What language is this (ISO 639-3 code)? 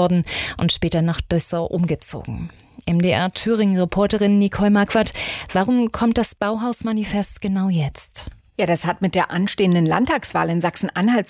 deu